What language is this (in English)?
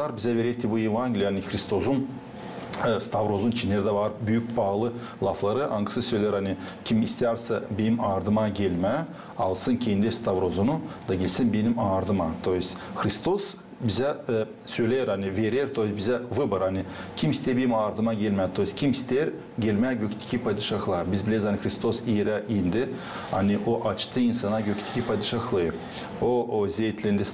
Gagauz